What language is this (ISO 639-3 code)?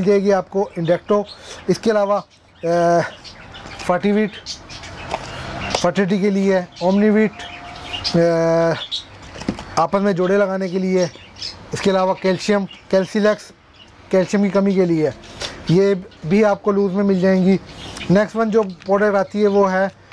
hin